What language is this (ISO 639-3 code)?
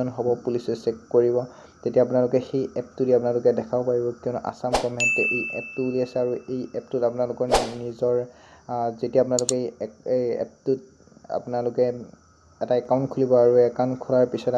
asm